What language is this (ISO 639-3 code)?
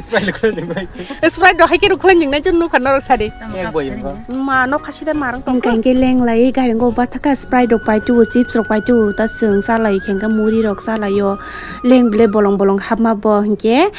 trp